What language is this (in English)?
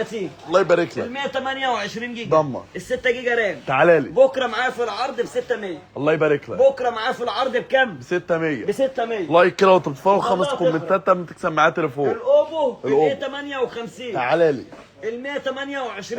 Egyptian Arabic